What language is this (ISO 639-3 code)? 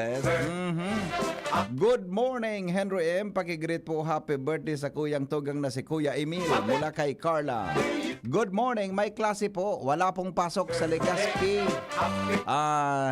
bik